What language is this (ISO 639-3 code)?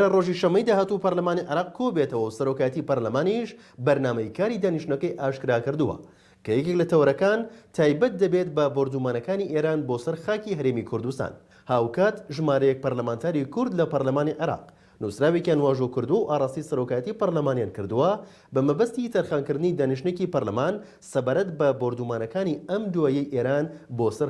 ckb